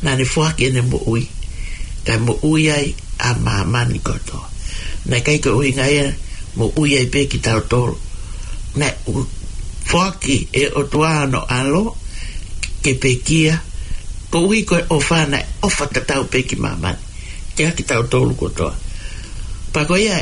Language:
Tongan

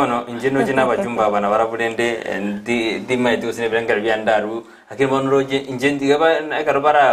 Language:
Gusii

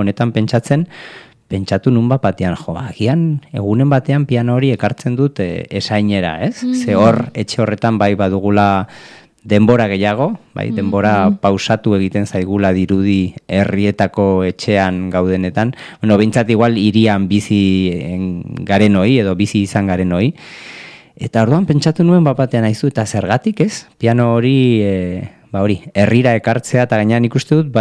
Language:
Basque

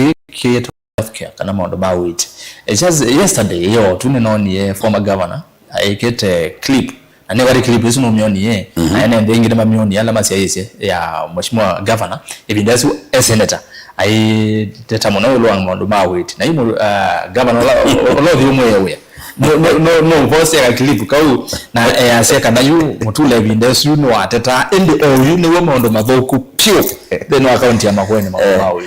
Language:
Kamba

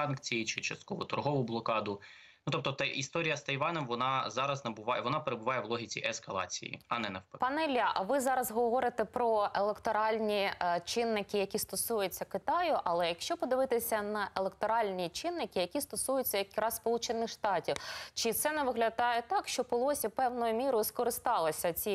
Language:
Ukrainian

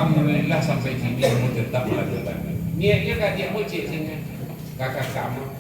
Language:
Minangkabau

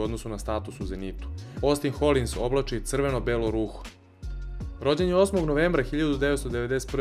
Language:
Serbian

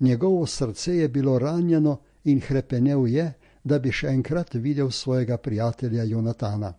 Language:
Slovenian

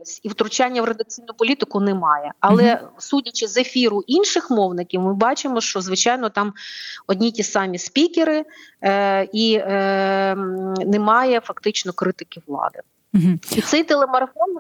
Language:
Ukrainian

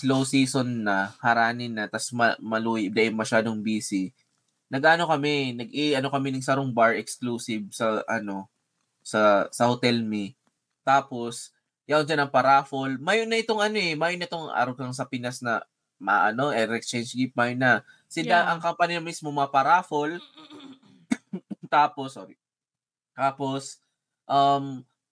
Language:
Bikol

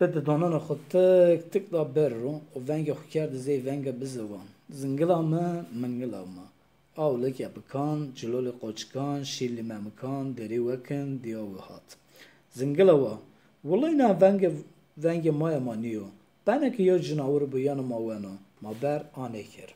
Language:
Zaza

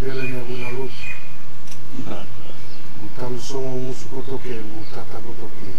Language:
Fijian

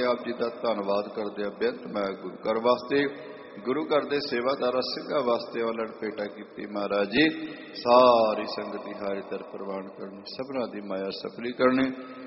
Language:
Punjabi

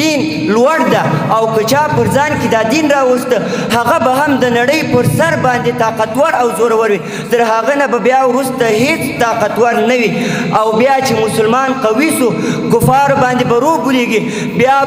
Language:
Pashto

